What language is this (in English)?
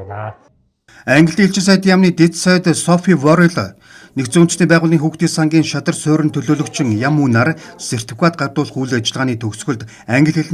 Mongolian